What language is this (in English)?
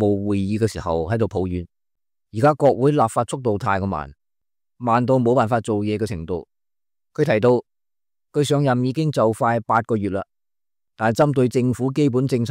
Cantonese